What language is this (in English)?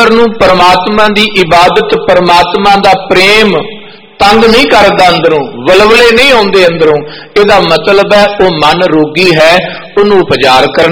Punjabi